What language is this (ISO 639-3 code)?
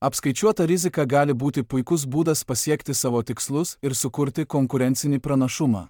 lit